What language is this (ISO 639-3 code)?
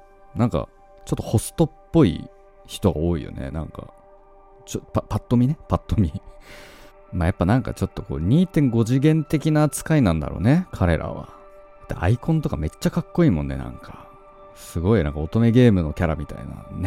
jpn